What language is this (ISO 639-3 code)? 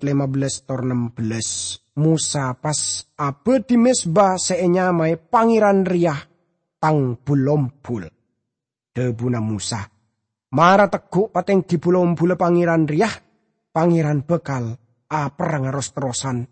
mad